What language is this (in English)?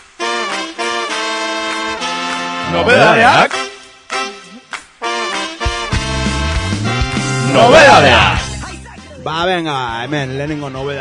Basque